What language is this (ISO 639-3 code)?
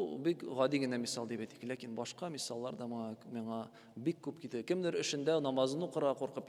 tat